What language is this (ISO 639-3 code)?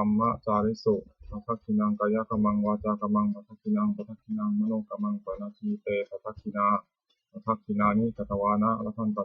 pli